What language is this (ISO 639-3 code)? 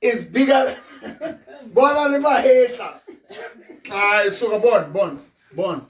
sot